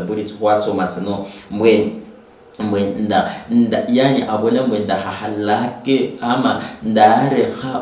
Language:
Luyia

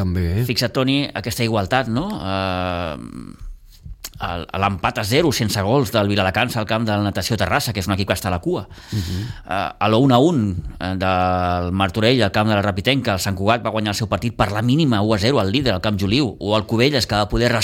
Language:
Catalan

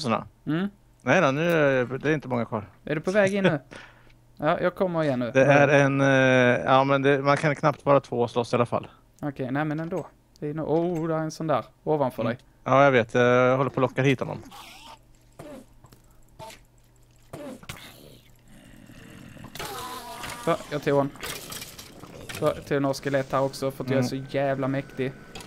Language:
Swedish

